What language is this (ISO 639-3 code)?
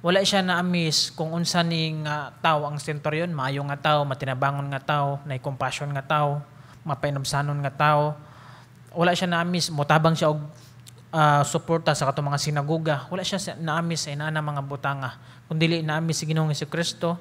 ceb